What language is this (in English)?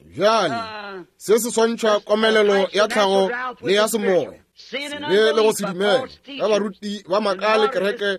Northern Sotho